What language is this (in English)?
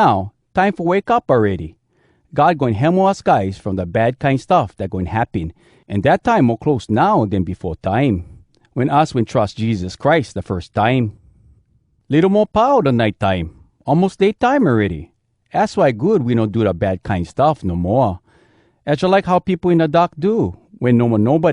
Hawai'i Creole English